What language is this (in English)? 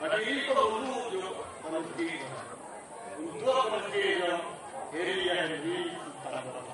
Minangkabau